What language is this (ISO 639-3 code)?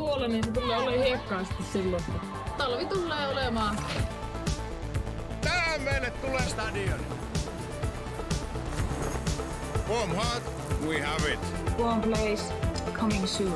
fin